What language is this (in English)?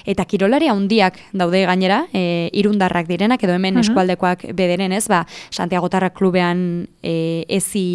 Basque